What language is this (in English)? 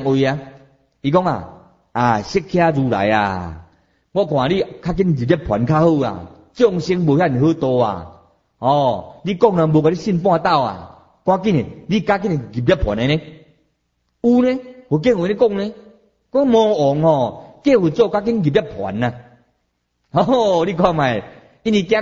Min Nan Chinese